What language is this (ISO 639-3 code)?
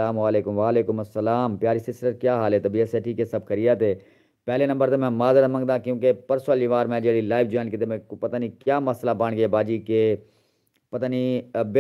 skr